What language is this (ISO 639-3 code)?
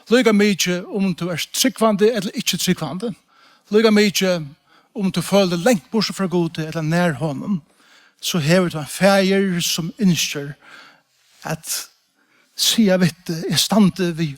fao